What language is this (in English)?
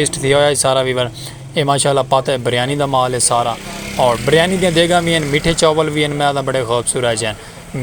Saraiki